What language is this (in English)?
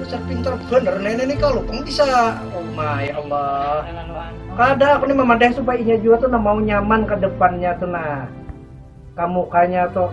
Banjar